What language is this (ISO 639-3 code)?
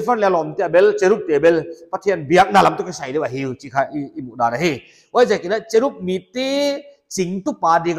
pck